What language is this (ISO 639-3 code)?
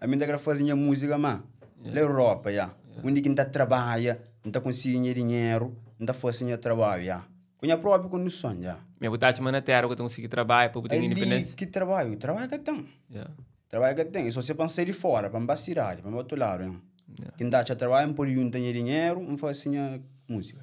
kea